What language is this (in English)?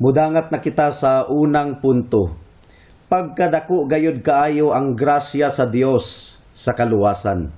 Cebuano